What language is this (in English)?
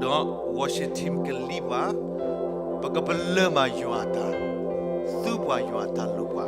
S'gaw Karen